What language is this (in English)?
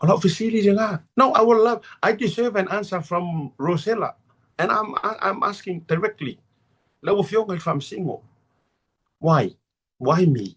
Samoan